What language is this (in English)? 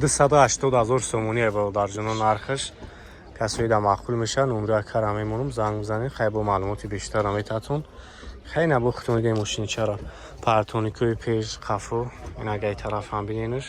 Tajik